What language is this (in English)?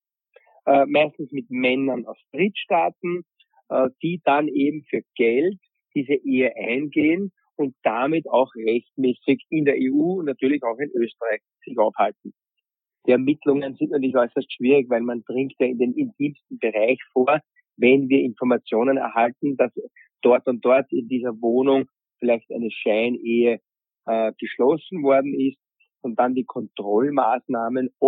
German